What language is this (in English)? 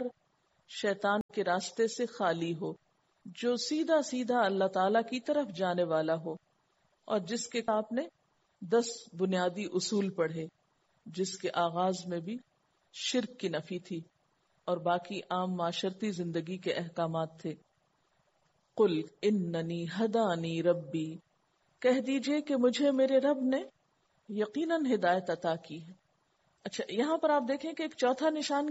Urdu